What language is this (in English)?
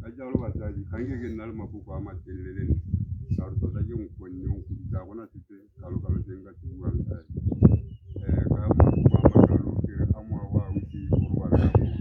Tswana